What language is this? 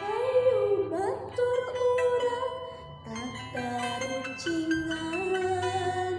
Sundanese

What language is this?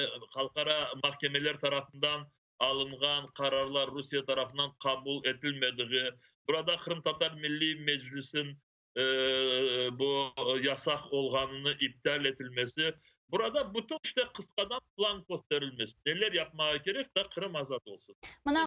Crimean Tatar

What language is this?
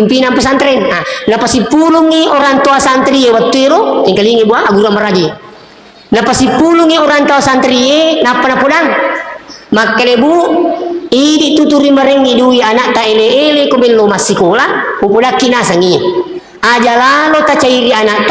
Buginese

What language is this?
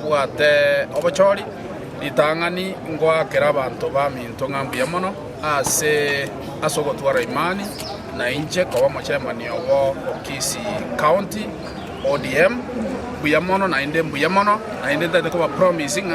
Gusii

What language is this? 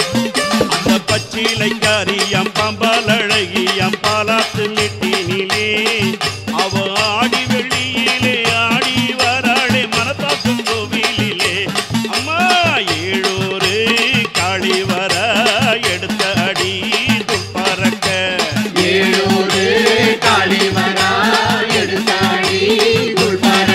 Tamil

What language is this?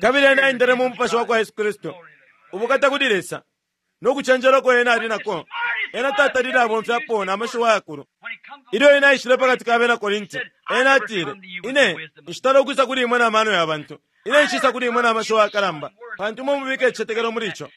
Bemba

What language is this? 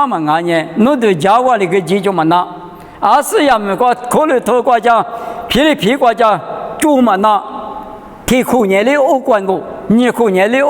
Lisu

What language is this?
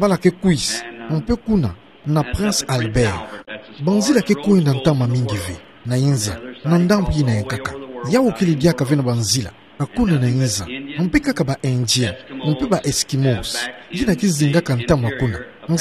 Kituba (Democratic Republic of Congo)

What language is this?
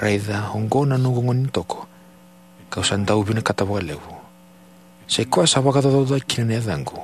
Fijian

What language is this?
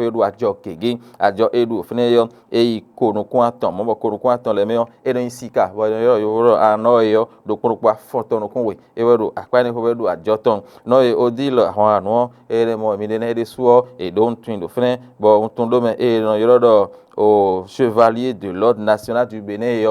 Fon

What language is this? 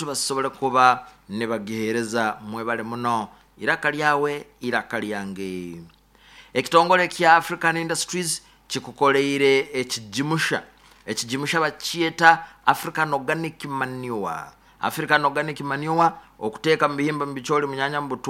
Nyoro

